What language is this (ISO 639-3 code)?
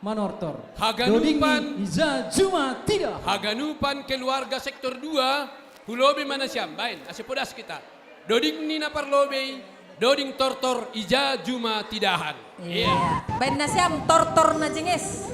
bts